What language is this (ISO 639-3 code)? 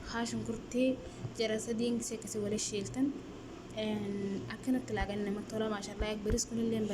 orm